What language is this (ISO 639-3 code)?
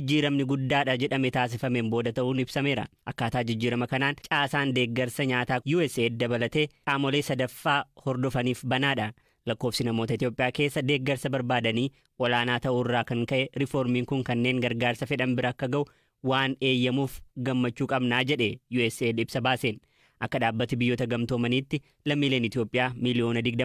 orm